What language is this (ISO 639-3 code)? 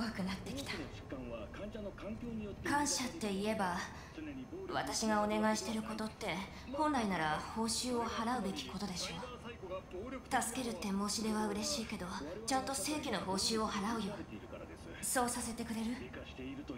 jpn